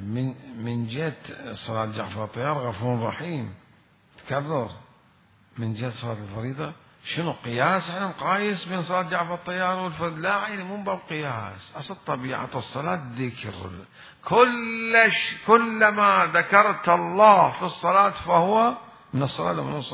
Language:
Mesopotamian Arabic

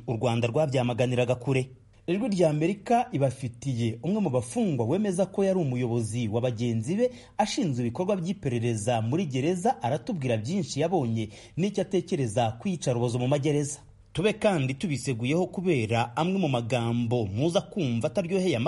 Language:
Kinyarwanda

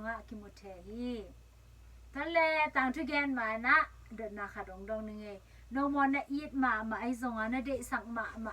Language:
Tedim Chin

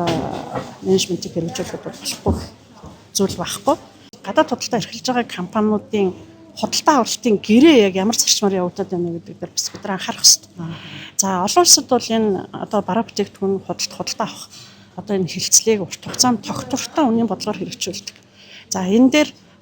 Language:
Mongolian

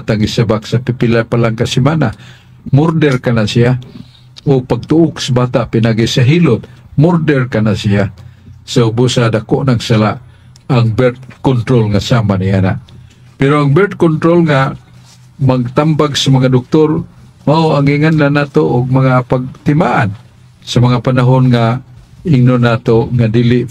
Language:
Cebuano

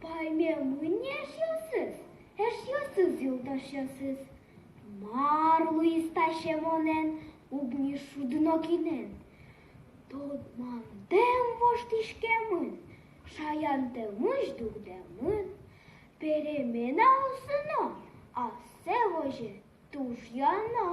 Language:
Udmurt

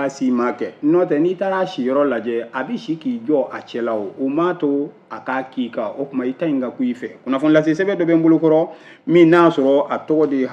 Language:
Bambara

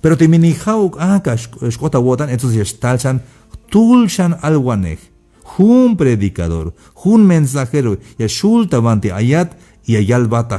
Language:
Tzeltal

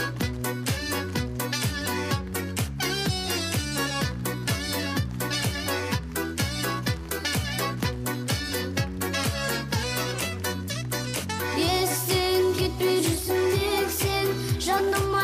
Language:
Kazakh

